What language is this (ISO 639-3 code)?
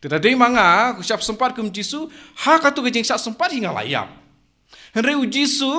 kha